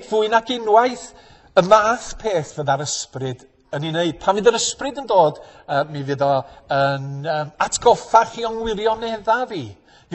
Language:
Welsh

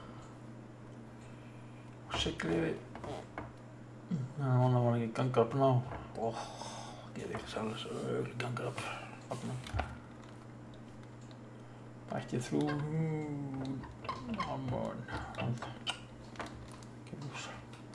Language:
Icelandic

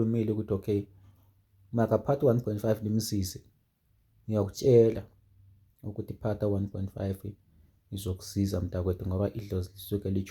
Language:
Zulu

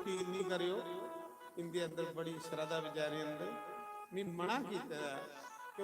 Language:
Dogri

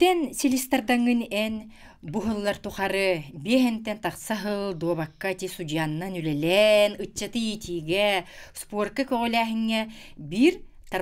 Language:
Yakut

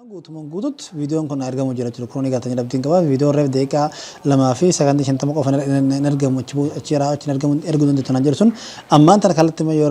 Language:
Oromo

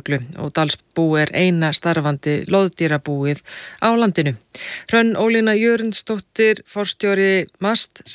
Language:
Icelandic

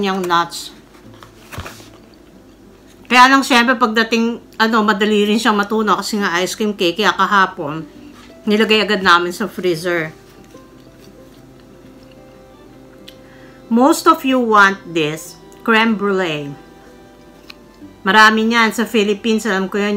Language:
Filipino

